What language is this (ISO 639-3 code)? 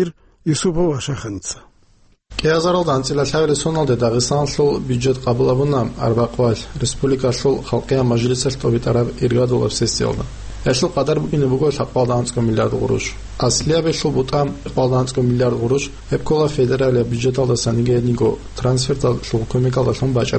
ava